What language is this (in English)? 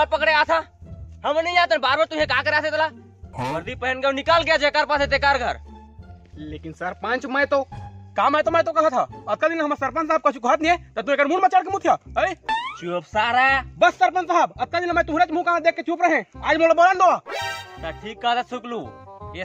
Chhattisgarhi